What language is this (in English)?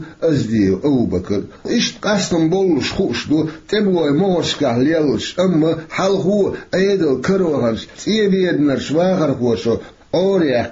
Chechen